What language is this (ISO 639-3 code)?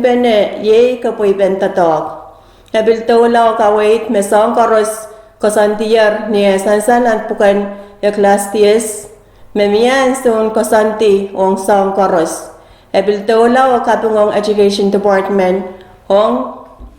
pon